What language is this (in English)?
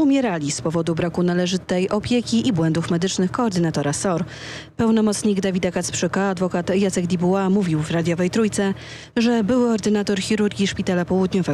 Polish